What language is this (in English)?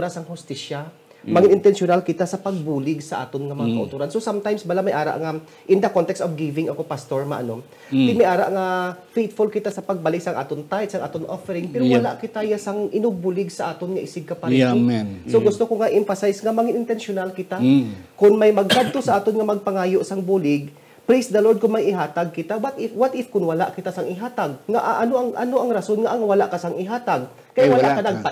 Hiligaynon